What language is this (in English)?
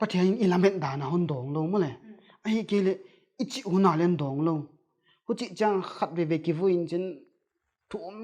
Paite Chin